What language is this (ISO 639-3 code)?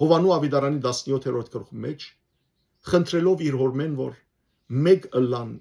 hyw